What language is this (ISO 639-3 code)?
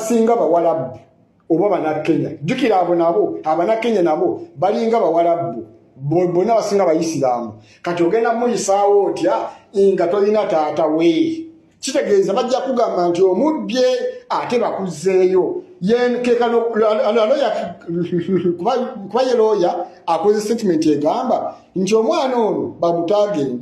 lug